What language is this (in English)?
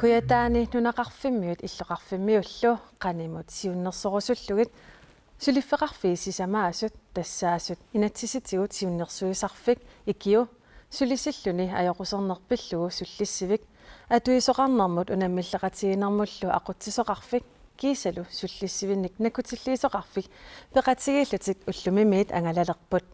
Kalaallisut